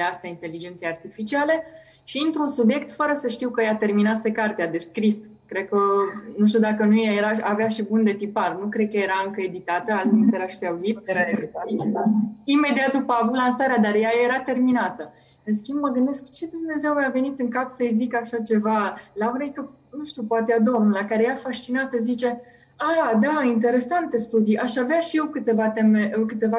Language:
Romanian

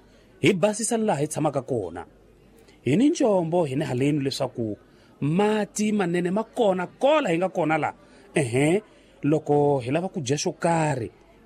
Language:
Tsonga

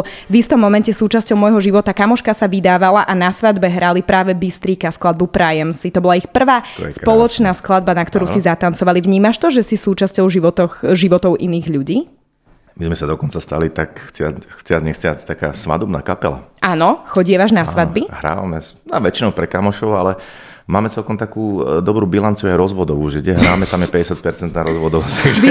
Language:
Slovak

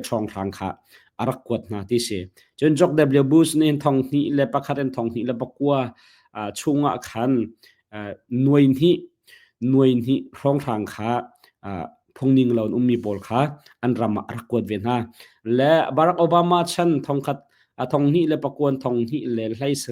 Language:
Hakha Chin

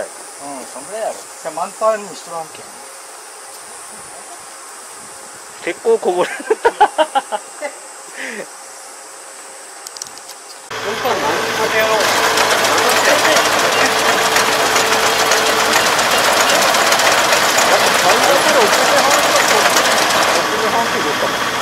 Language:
Japanese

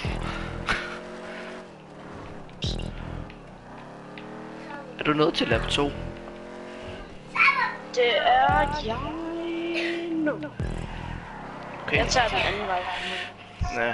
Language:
Danish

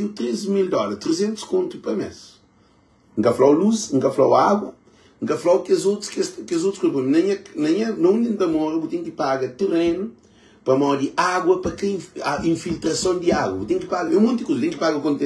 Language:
Kabuverdianu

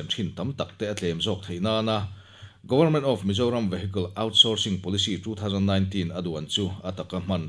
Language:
Mizo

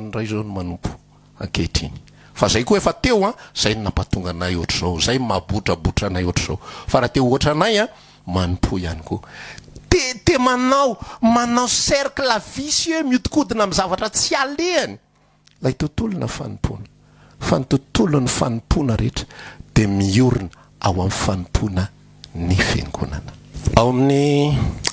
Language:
Malagasy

